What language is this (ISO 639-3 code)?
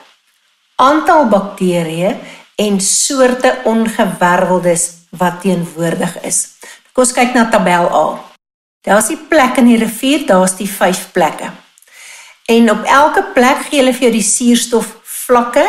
afr